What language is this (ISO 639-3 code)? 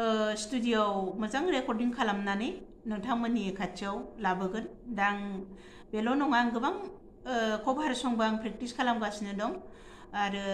brx